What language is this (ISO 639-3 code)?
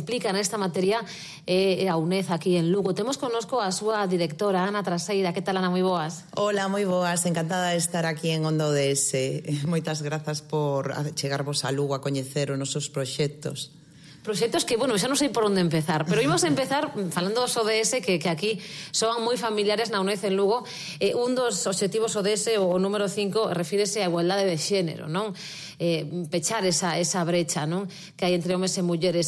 glg